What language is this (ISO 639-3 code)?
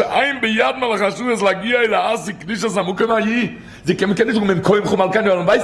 yid